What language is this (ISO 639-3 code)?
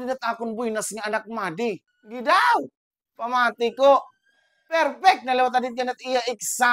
war